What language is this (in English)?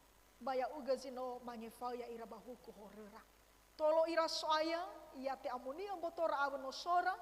Nias